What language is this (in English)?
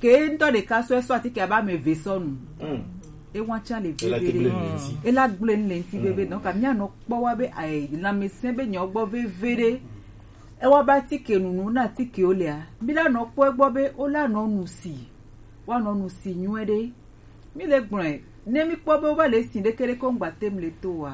Gen